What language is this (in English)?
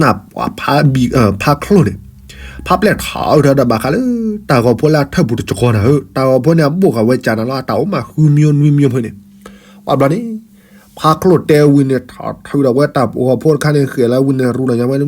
S'gaw Karen